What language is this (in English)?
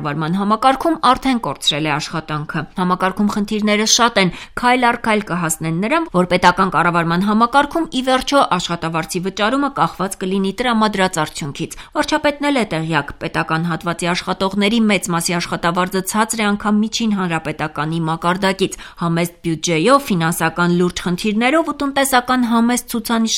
Armenian